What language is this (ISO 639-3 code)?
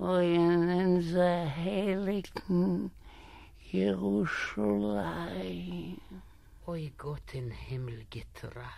yid